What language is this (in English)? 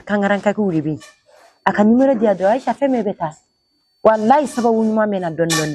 Bambara